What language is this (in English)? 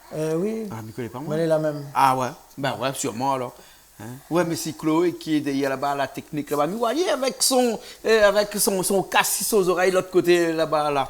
Réunion Creole French